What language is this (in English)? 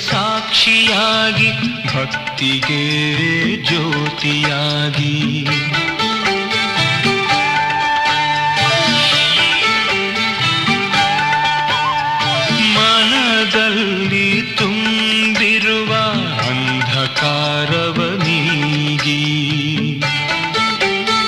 Kannada